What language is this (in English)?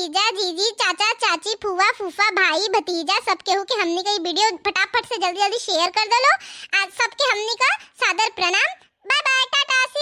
Bhojpuri